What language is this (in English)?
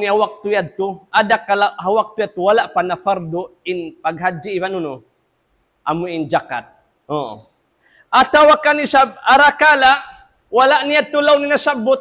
Tausug